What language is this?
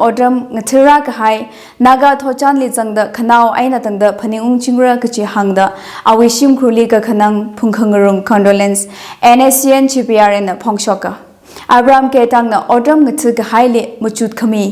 Tangkhul Naga (India)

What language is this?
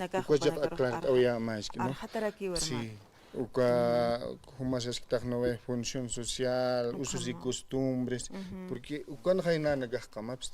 Aymara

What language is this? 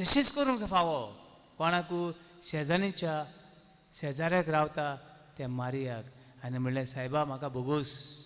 Konkani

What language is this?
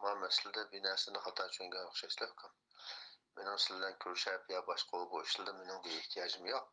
Uyghur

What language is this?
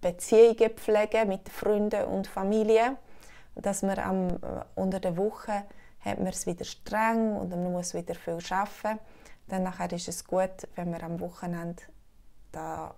Swiss German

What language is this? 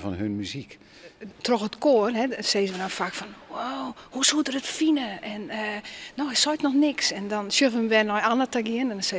Western Frisian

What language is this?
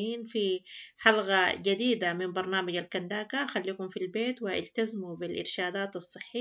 Sudanese Arabic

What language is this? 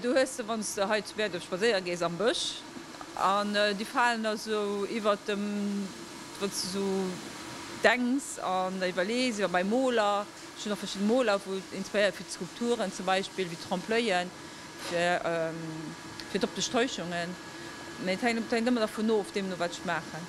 Luxembourgish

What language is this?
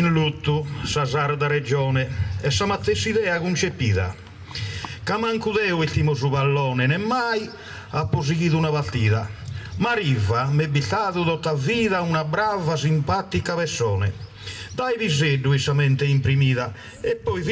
Sardinian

